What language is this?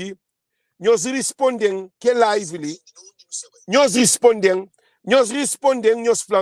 Kabuverdianu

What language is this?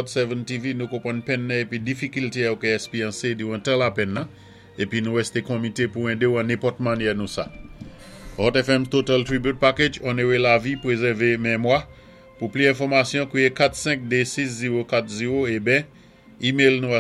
Saint Lucian Creole French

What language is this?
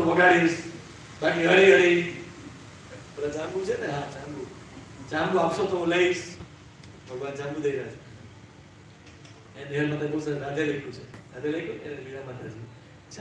Gujarati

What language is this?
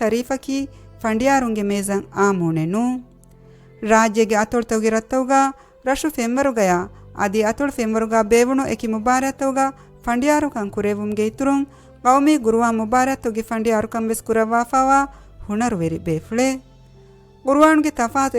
Divehi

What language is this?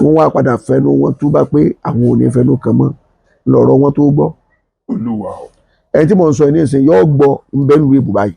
Yoruba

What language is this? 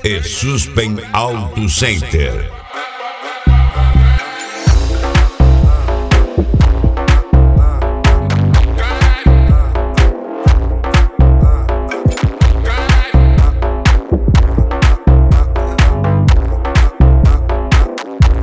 Portuguese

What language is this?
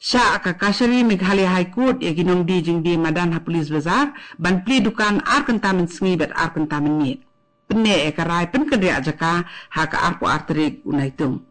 Khasi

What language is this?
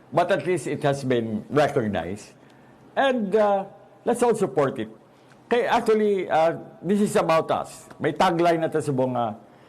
Hiligaynon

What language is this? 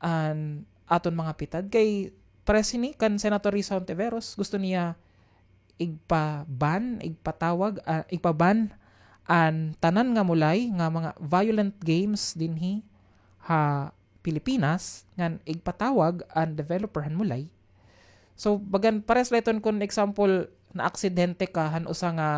Waray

